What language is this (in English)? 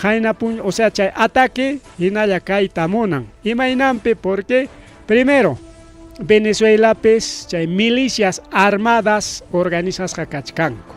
Ayacucho Quechua